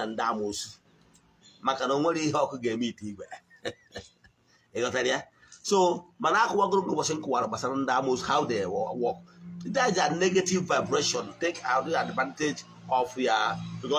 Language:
Igbo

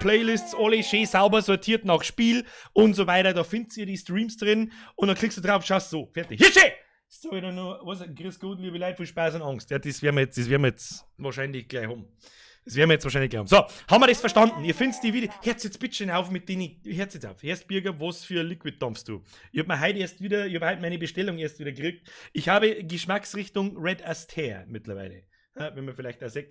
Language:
Bavarian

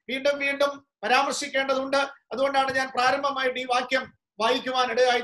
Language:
Malayalam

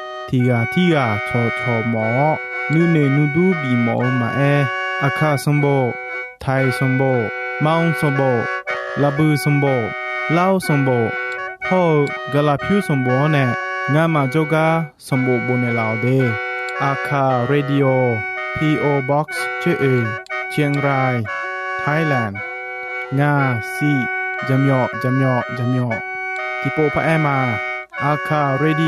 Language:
Akha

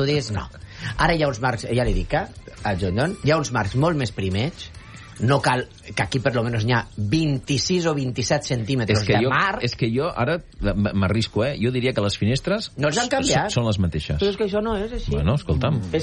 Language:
Catalan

